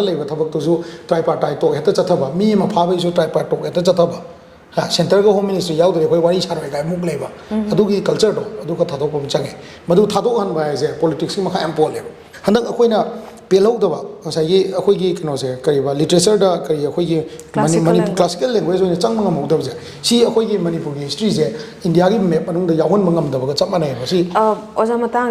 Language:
Manipuri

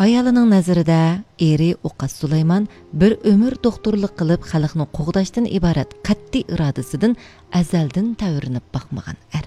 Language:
Uyghur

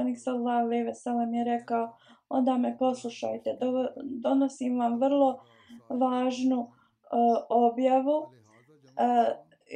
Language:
Bosnian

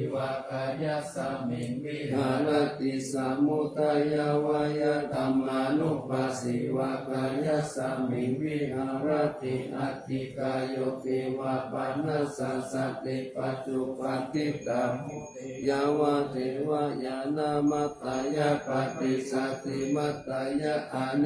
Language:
Pali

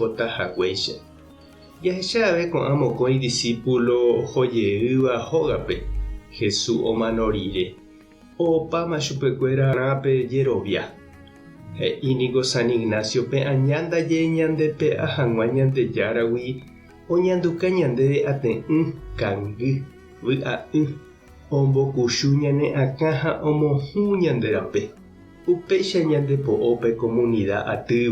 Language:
Guarani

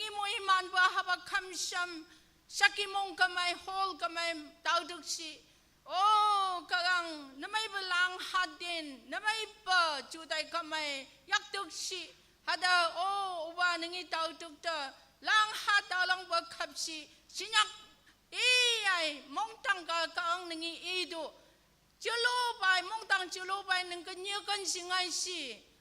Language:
Naga Pidgin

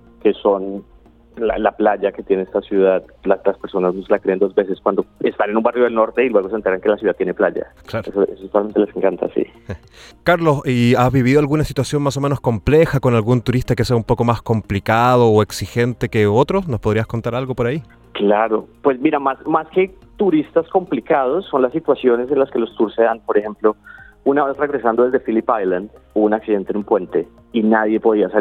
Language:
Spanish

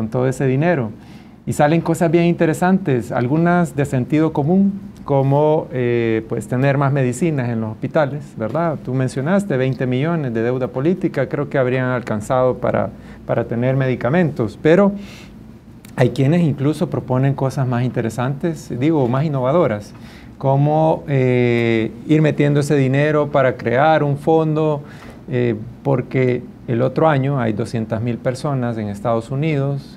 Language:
Spanish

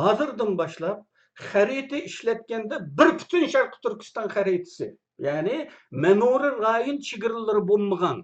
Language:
Uyghur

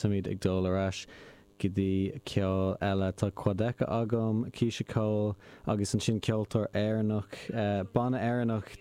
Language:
Irish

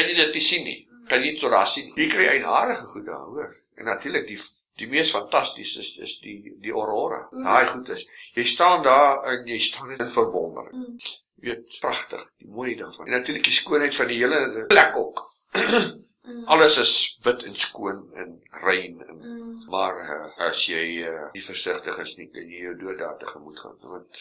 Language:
Afrikaans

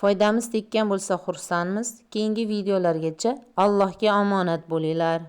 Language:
Uzbek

